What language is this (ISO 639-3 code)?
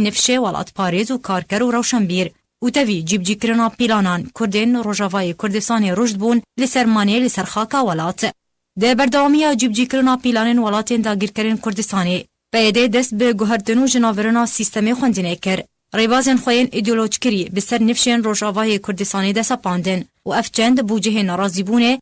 kur